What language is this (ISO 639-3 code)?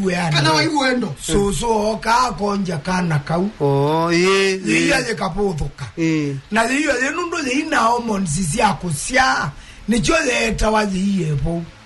kam